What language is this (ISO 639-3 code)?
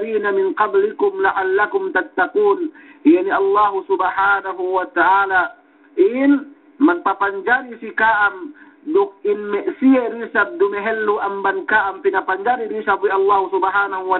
yka